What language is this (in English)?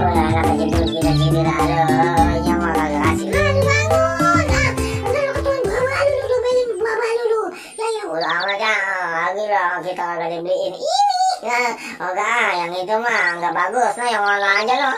Betawi